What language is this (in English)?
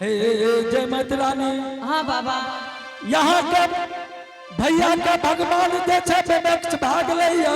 Angika